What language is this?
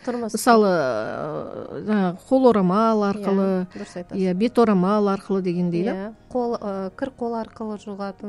Kazakh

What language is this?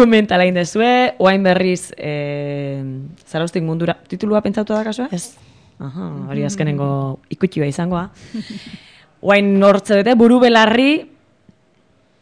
Basque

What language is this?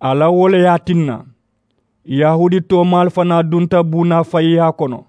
Mandingo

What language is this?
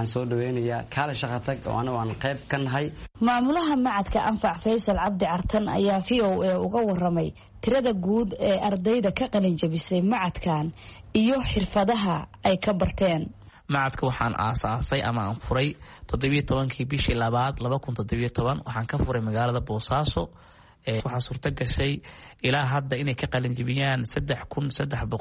Somali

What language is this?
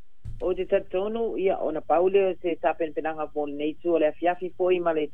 Samoan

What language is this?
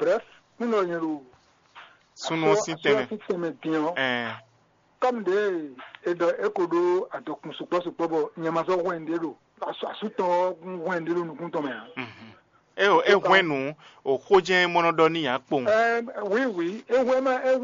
Fon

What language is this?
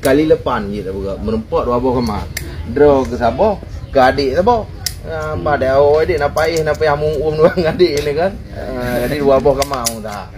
Achinese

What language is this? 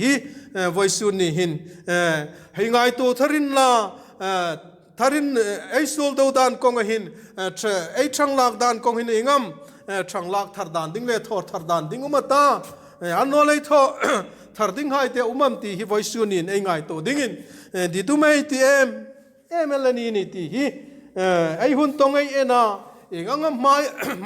Hmar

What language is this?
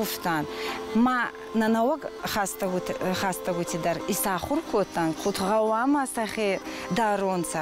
Ossetic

